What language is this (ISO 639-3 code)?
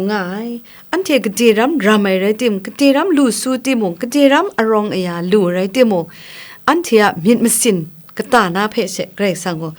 kac